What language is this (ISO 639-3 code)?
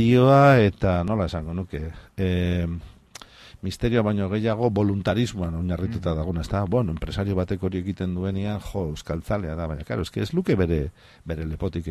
eus